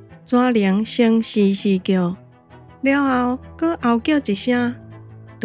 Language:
Min Nan Chinese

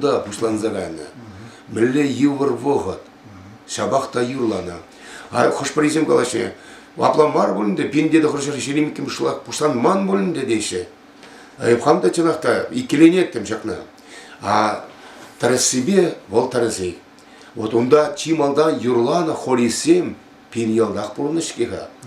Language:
Chuvash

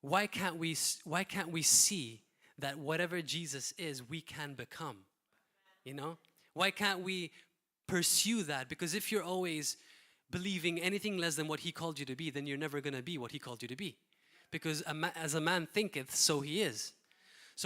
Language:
English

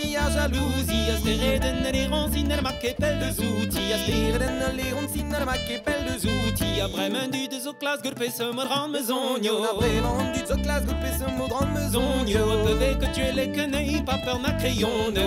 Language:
Breton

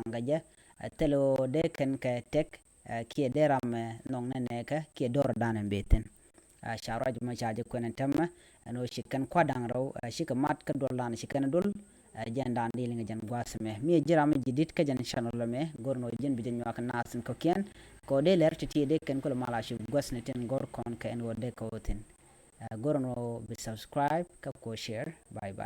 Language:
Nuer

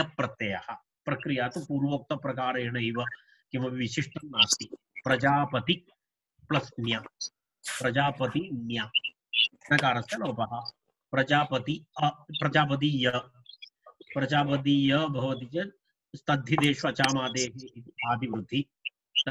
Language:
Sanskrit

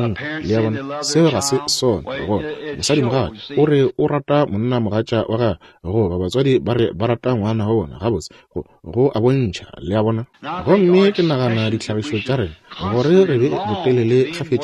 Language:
Northern Sotho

